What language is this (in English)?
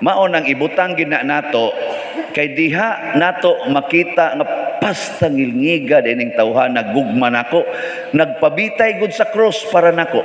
Cebuano